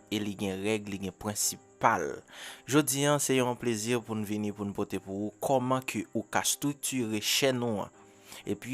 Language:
Haitian Creole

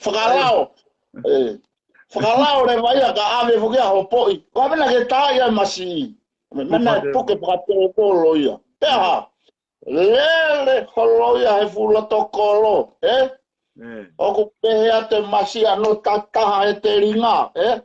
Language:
Tongan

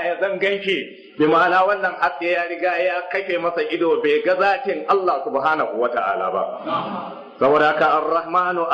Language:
Hausa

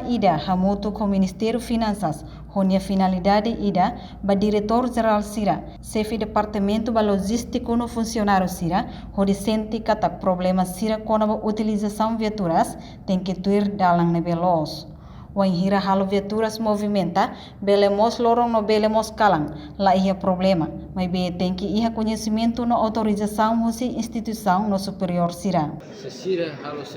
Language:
Tetum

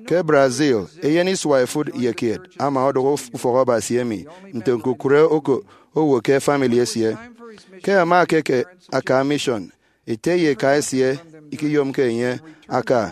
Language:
Efik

